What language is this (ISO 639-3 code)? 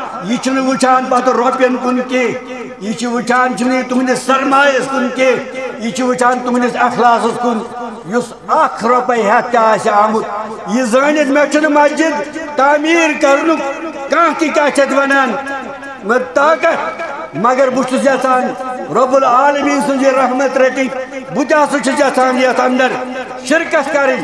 kas